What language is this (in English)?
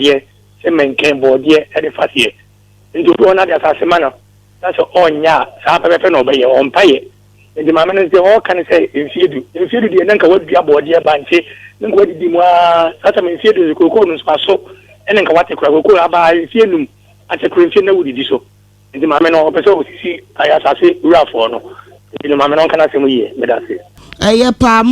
Akan